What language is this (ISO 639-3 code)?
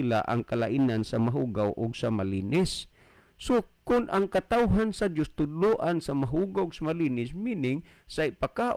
ceb